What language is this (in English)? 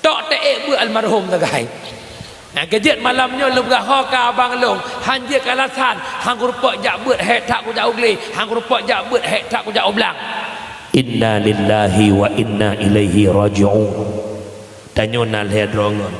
Achinese